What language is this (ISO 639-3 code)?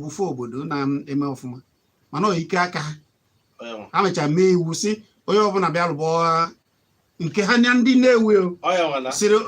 ibo